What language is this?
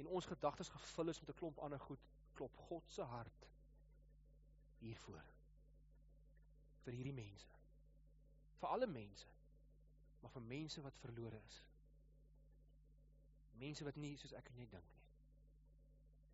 Afrikaans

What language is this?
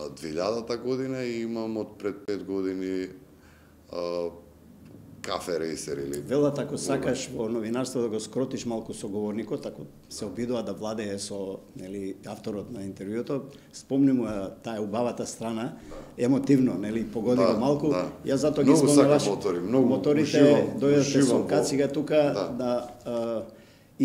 Macedonian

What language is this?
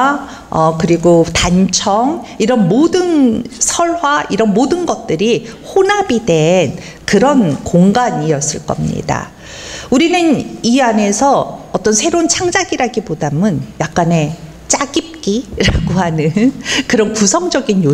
Korean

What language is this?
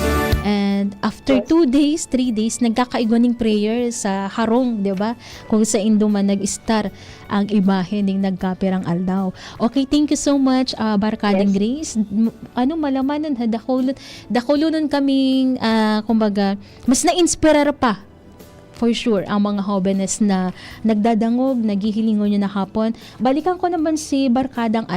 Bikol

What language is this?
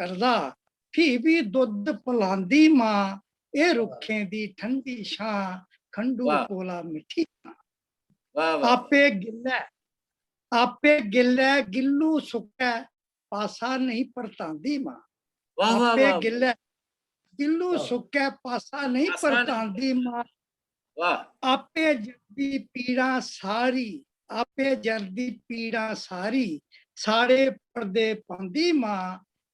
Dogri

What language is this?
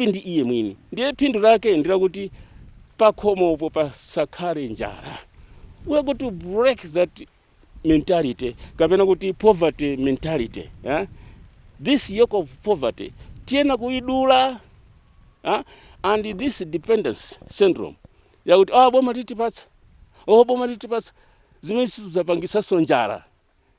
Nyanja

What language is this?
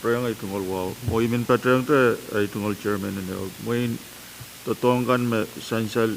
Pohnpeian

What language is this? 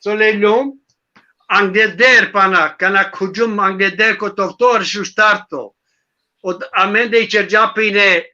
Balkan Romani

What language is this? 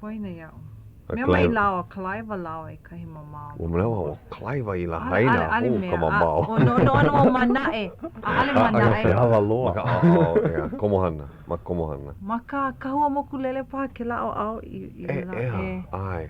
Hawaiian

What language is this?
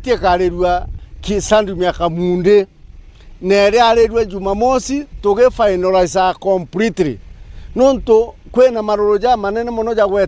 Meru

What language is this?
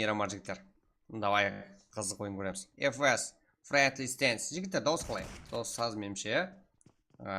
Kara-Kalpak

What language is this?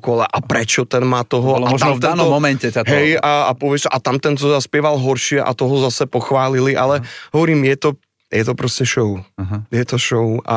Slovak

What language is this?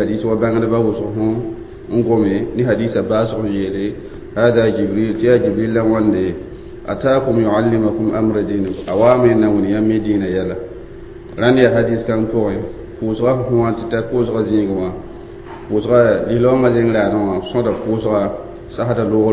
Mossi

